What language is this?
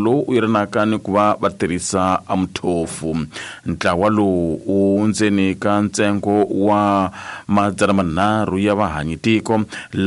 Tsonga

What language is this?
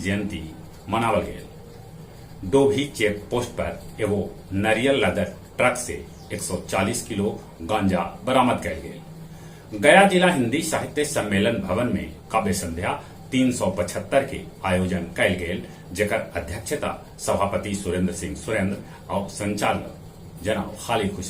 Magahi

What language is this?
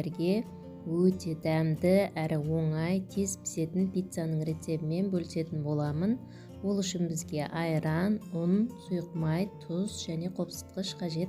Kazakh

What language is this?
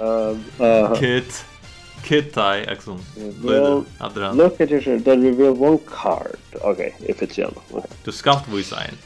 Faroese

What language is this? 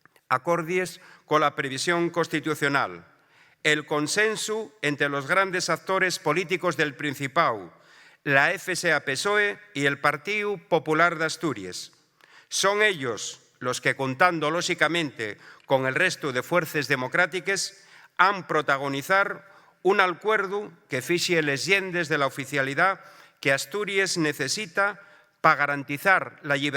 Asturian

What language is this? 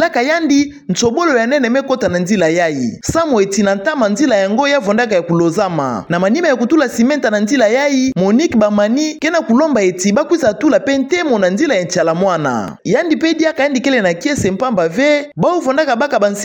Kituba (Democratic Republic of Congo)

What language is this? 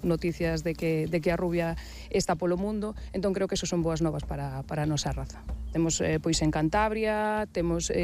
Galician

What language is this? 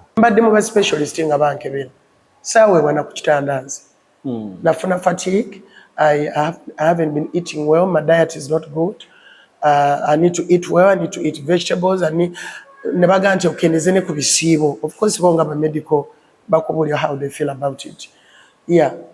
Ganda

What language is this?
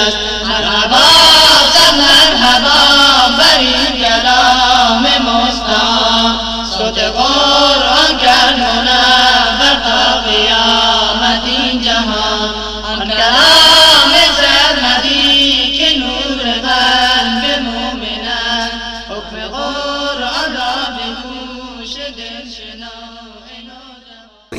Persian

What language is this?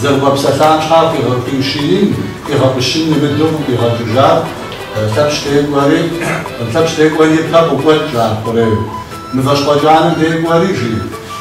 Kabardian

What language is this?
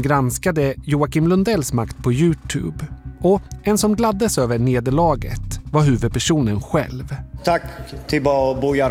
Swedish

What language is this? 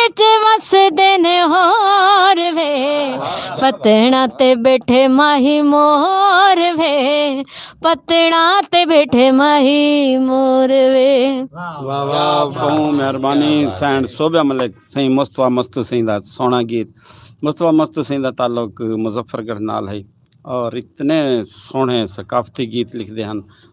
Saraiki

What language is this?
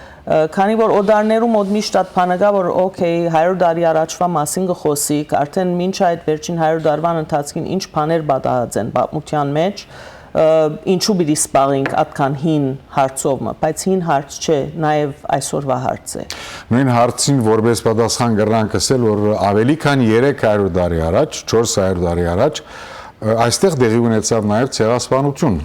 Western Armenian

